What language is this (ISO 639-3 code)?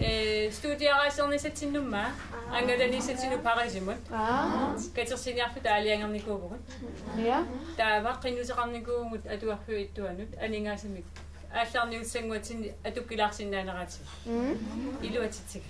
kal